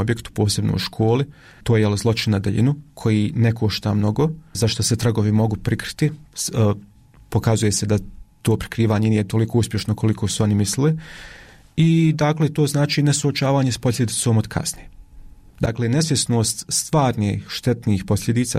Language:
Bosnian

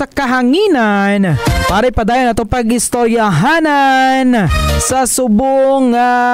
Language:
Hiligaynon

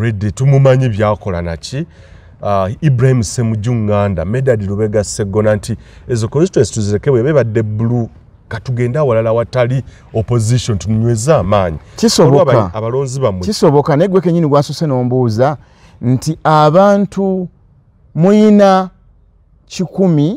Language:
Ganda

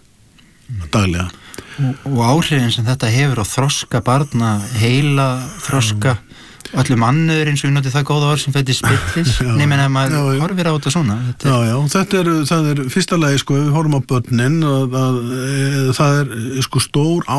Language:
Icelandic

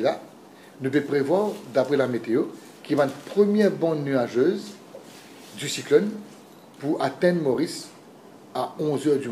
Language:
Morisyen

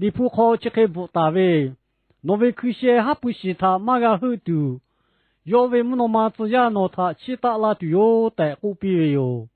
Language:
Lahu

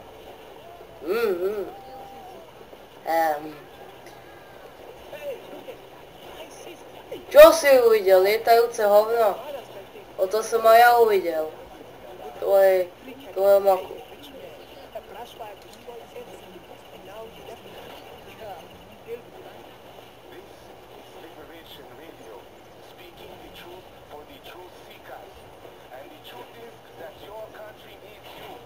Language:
Slovak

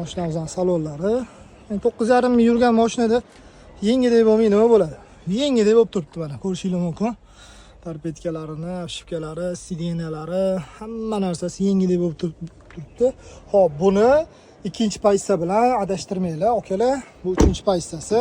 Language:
Uzbek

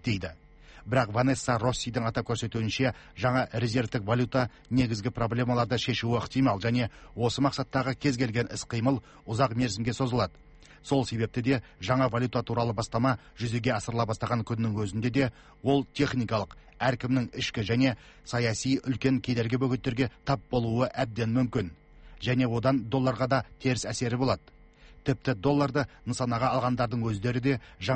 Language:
Kazakh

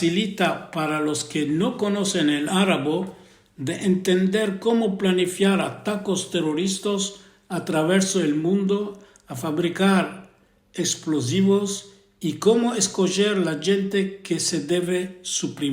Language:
Ladino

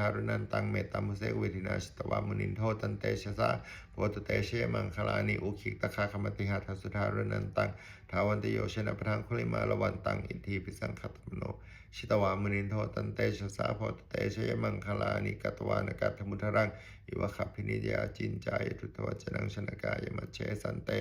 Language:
Pali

